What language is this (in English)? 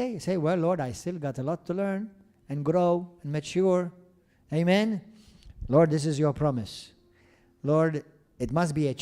English